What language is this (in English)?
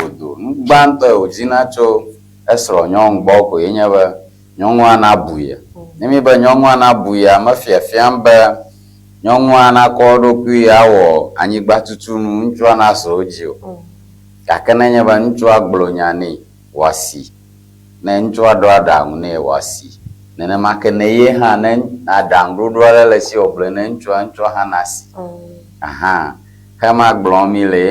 Ewe